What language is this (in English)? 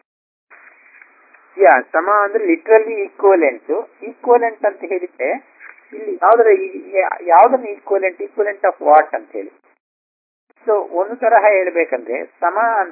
Kannada